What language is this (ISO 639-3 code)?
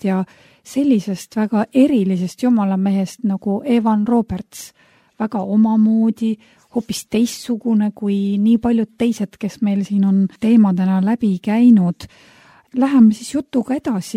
est